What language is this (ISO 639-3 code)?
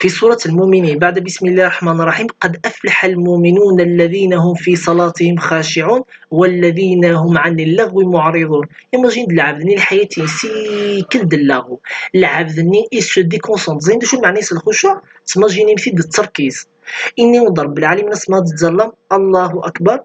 kab